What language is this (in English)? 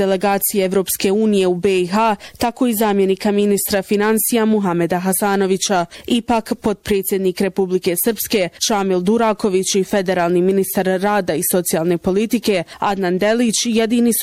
Bosnian